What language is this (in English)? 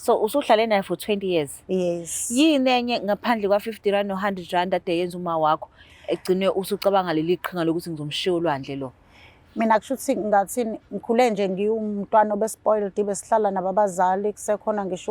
Zulu